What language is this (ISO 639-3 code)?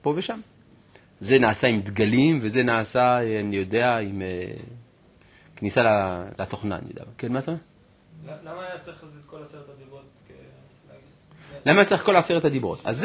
heb